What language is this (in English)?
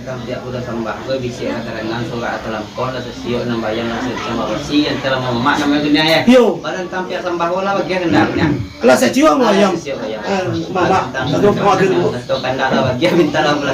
Minangkabau